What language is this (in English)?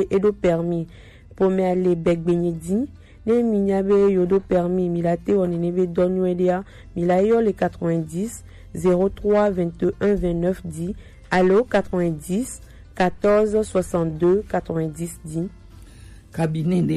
Gen